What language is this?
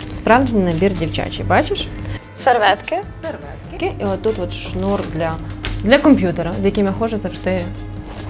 Ukrainian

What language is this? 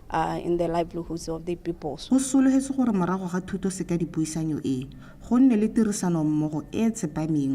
Tswana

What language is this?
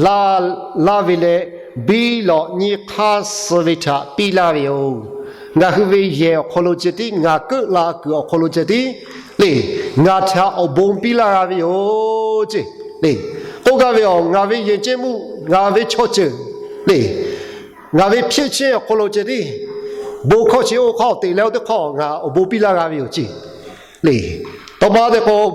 Lahu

